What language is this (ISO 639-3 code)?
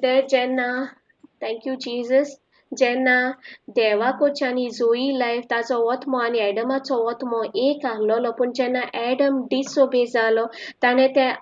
kok